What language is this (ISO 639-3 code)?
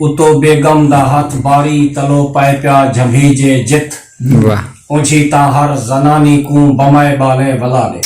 skr